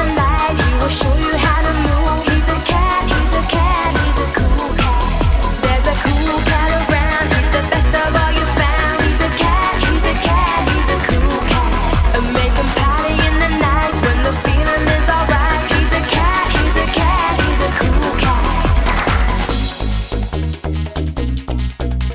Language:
English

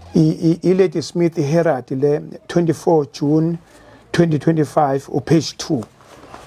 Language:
Zulu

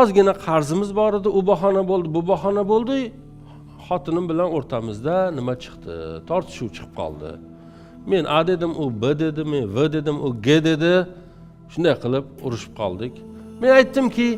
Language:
Uzbek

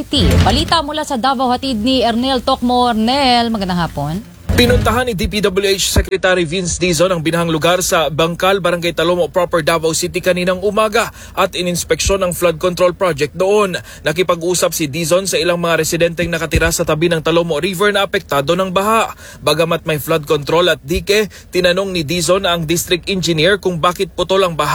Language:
Filipino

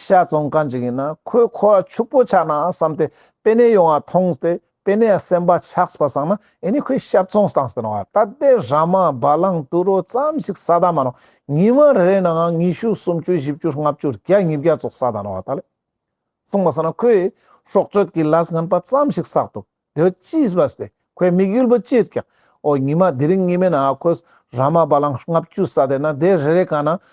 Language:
Ladakhi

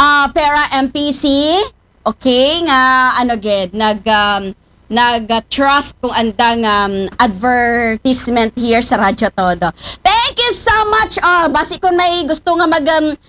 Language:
Aklanon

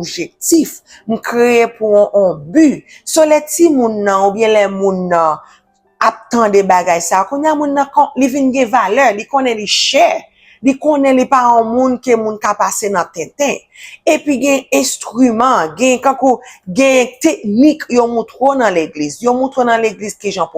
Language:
Haitian Creole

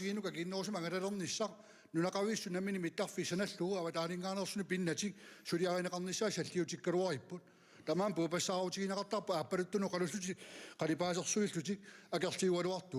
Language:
Kalaallisut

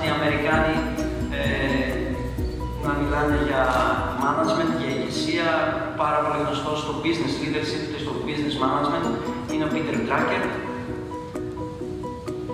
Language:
Greek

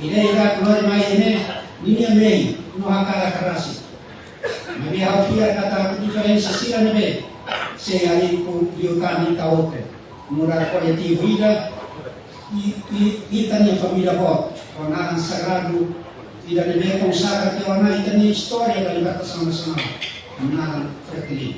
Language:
Tetum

